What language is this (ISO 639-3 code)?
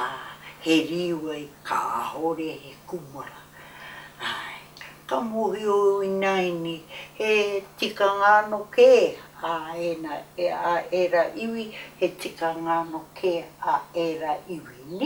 mri